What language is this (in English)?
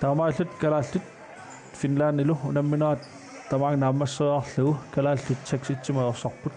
Kalaallisut